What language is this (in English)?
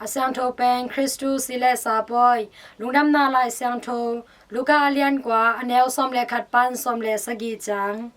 Tedim Chin